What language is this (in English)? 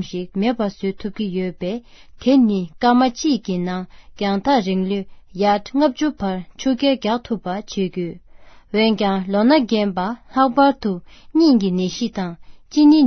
Tibetan